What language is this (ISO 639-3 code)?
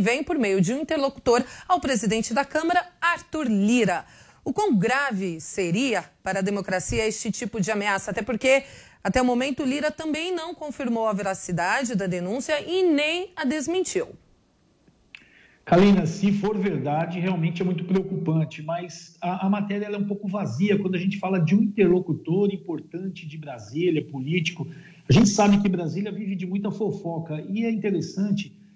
por